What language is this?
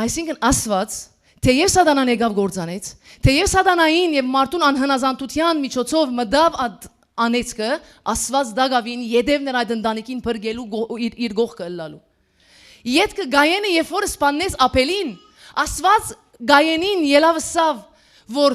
Western Armenian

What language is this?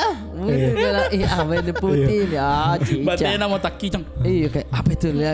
Makassar Malay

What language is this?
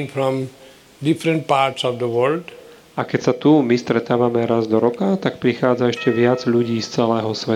Slovak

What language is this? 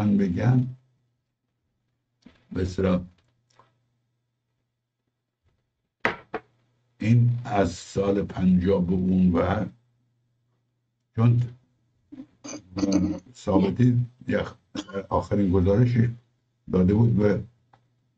Persian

